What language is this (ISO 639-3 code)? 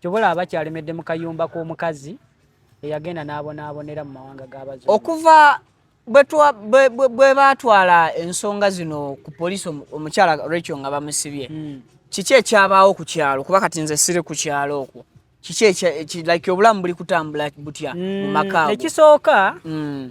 lug